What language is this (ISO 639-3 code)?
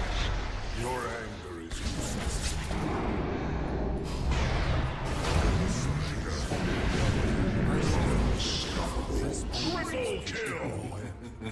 rus